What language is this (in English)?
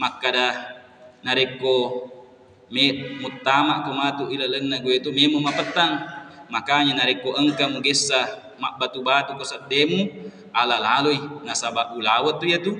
Buginese